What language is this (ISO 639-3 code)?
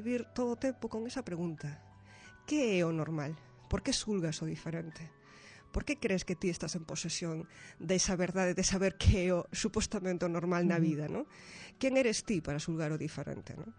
glg